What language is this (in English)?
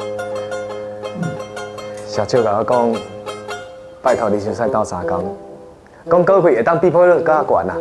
Min Nan Chinese